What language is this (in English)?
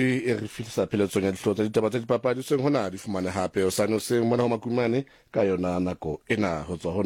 Southern Sotho